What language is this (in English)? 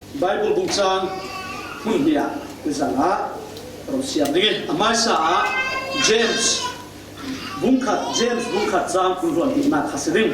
Falam Chin